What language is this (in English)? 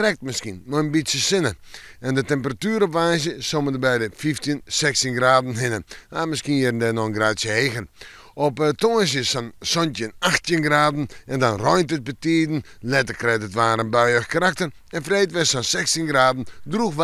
Western Frisian